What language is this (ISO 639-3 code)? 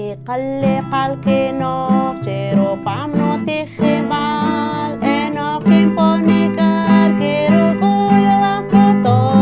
poh